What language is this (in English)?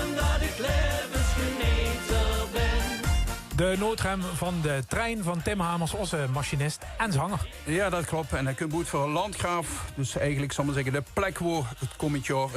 Limburgish